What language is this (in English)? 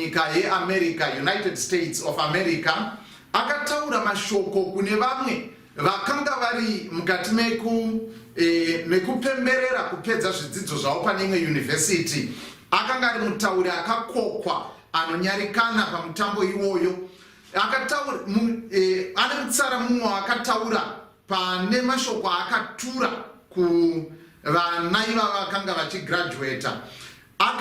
Shona